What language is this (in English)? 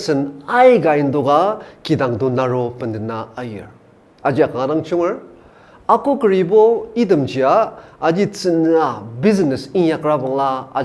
Ao Naga